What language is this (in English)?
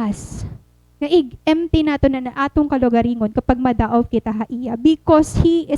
Waray